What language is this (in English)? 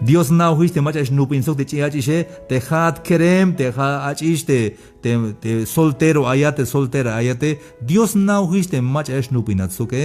Tzeltal